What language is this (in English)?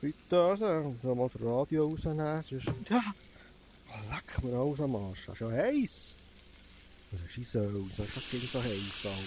Swiss German